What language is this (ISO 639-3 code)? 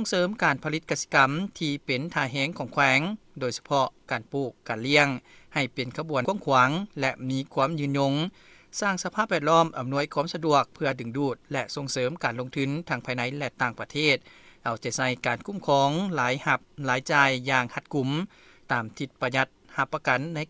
lao